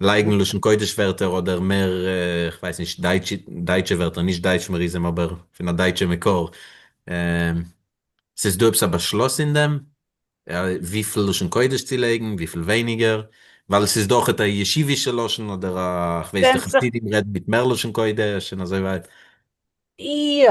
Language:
Yiddish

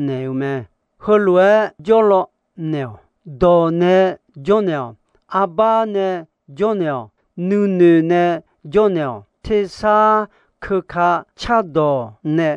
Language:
Akha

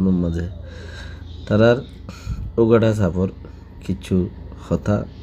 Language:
Rohingya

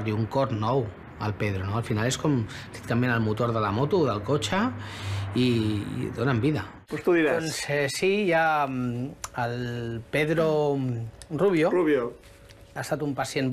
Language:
Catalan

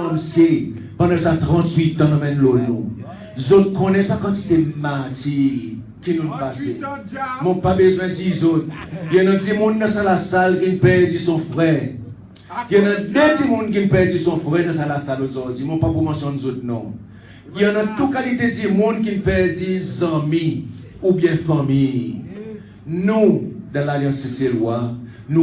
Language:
Seselwa Creole French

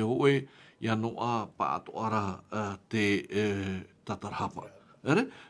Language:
Tahitian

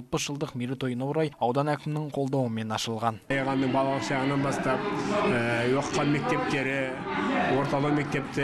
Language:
Kazakh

